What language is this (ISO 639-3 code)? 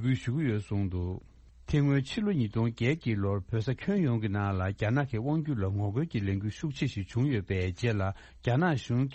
bod